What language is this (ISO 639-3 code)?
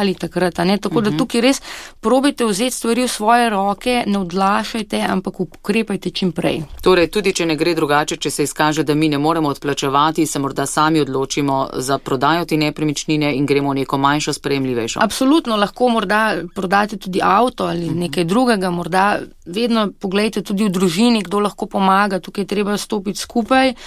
slv